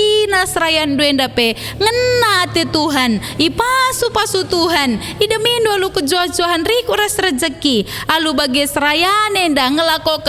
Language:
Batak Karo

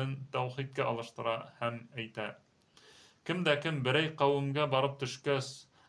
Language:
Bashkir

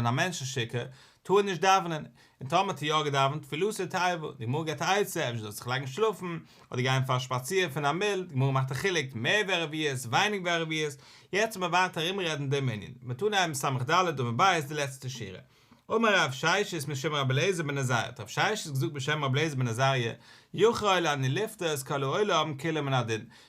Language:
Yiddish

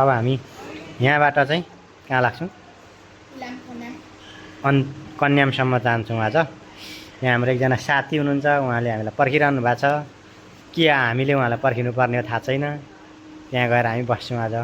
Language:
Nepali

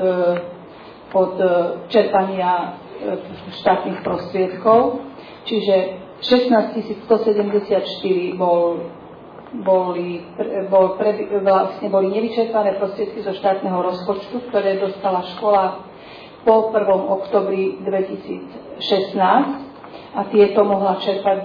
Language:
Slovak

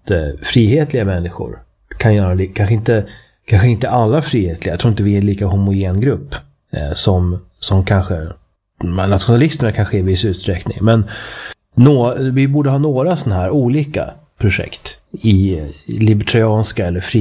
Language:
Swedish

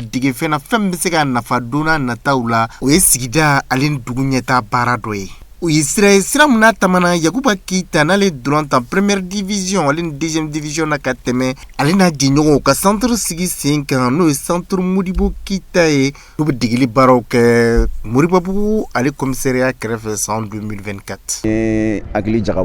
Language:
Bambara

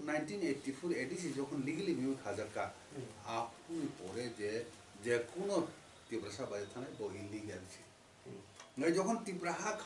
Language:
Kok Borok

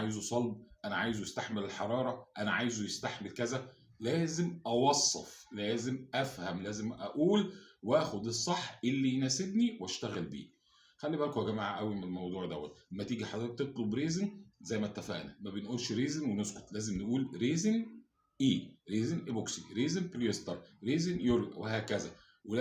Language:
Egyptian Arabic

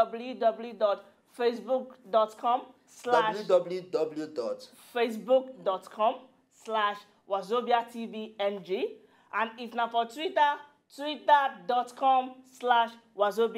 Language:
Nigerian Pidgin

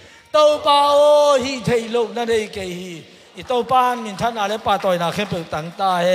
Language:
Tedim Chin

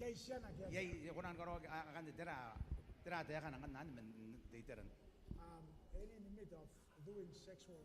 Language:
Gilbertese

